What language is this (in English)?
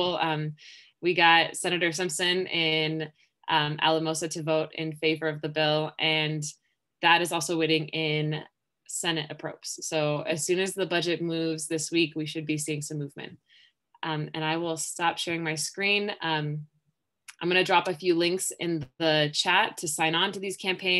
English